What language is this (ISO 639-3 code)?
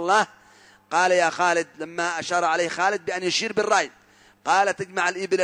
ara